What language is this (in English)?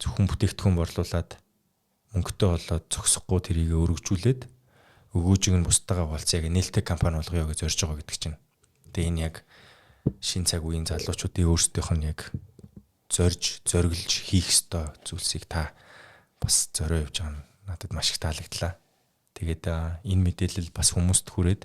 Mongolian